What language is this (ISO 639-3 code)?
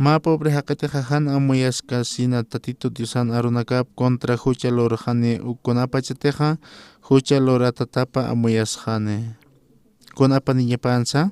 aym